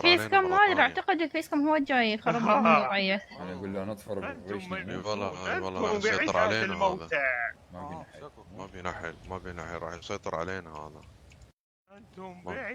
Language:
Mesopotamian Arabic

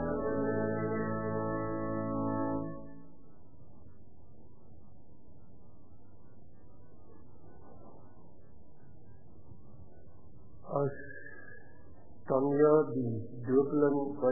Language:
Afrikaans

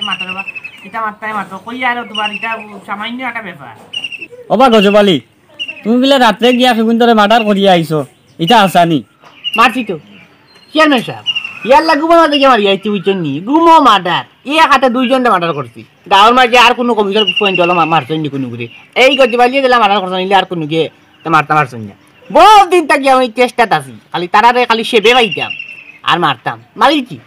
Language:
Sylheti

